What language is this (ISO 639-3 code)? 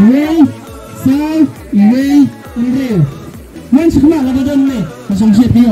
kha